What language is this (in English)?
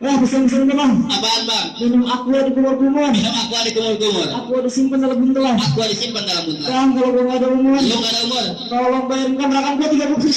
Betawi